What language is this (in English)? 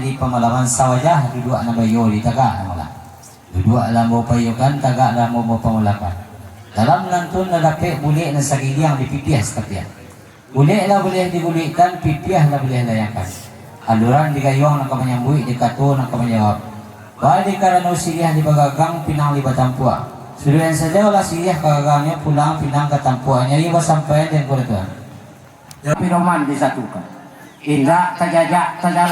Minangkabau